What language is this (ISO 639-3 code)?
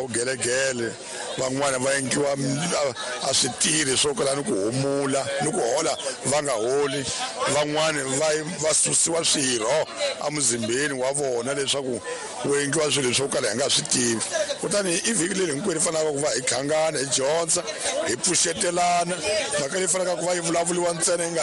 tso